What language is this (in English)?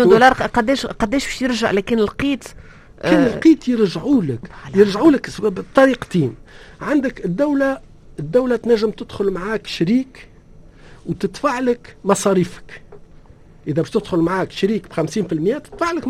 Tunisian Arabic